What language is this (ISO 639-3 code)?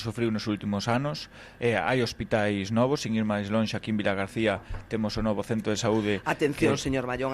glg